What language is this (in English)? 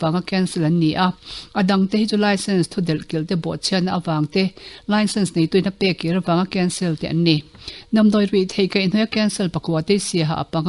Mizo